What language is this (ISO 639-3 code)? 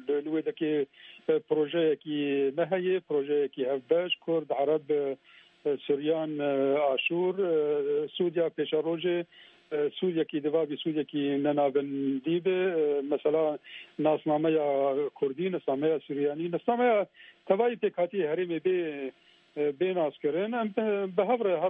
kur